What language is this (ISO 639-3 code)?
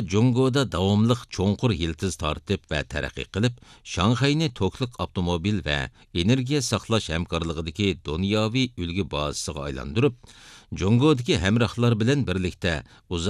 uig